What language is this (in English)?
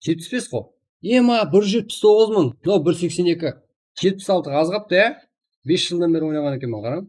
Kara-Kalpak